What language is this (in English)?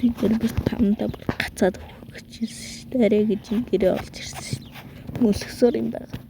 Mongolian